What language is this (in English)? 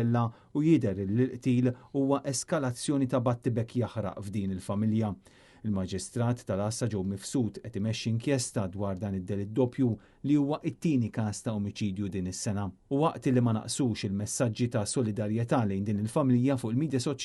Maltese